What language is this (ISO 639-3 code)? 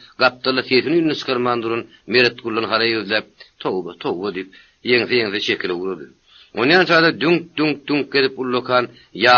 tuk